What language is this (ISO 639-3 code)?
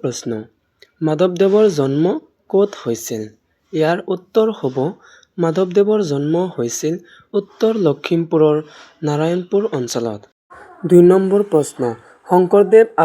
asm